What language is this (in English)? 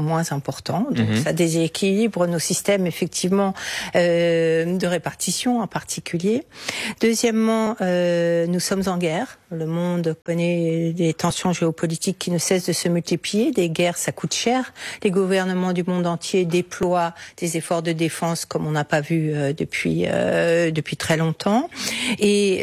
French